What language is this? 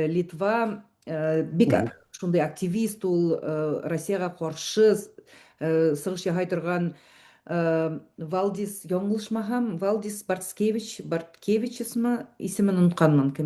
Bashkir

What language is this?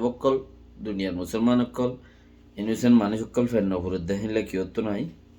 Rohingya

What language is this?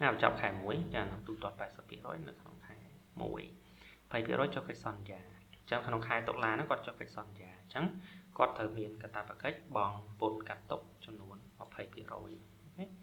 Khmer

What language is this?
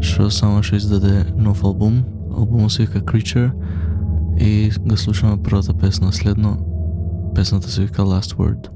Macedonian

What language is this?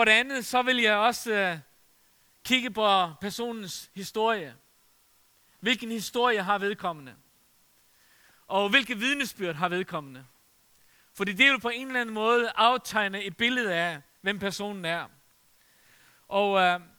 Danish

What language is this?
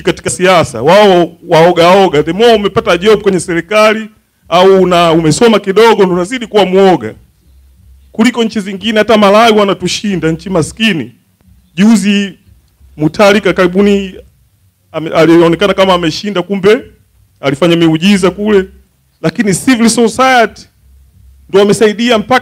Swahili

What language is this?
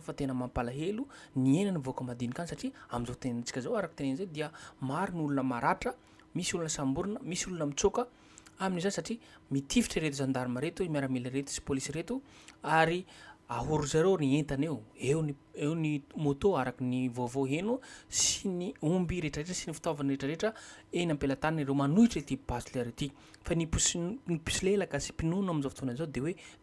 Malagasy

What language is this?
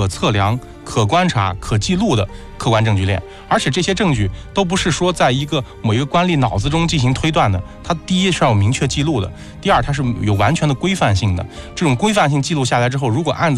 Chinese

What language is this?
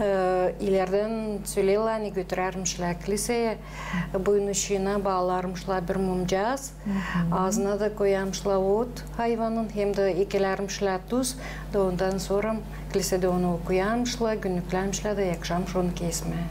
Gagauz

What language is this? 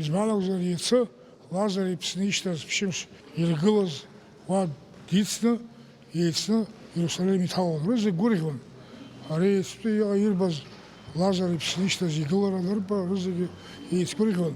Abkhazian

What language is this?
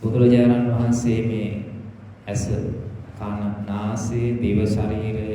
Sinhala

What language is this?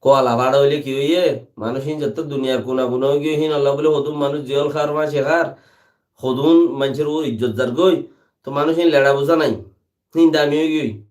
Rohingya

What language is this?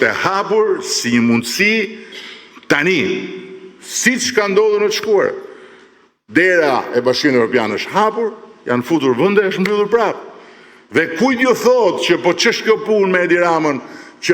Albanian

